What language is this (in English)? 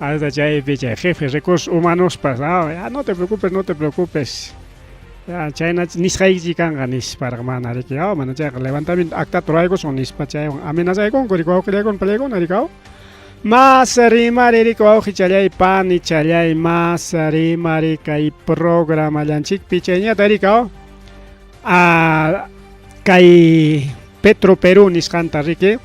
Ayacucho Quechua